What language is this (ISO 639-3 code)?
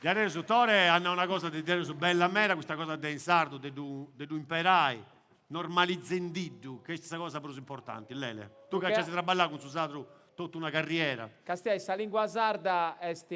srd